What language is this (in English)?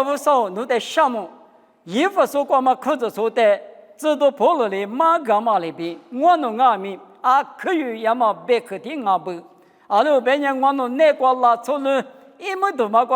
Lisu